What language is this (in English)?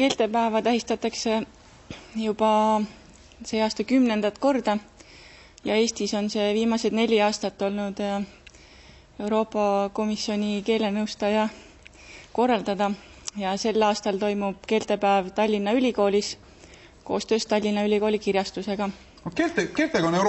Estonian